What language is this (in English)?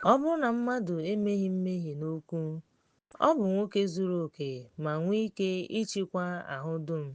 Igbo